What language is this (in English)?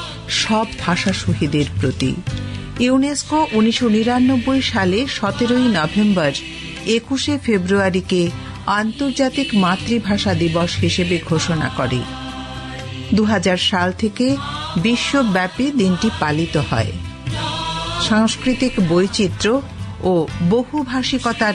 Bangla